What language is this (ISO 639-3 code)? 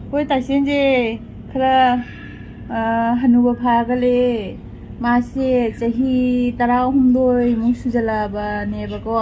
mni